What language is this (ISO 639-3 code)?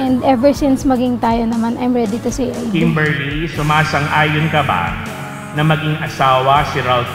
fil